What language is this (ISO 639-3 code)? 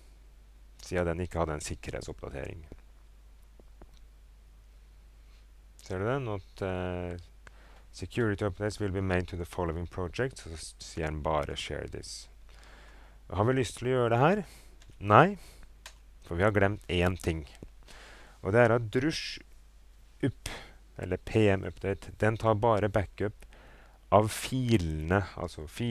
nor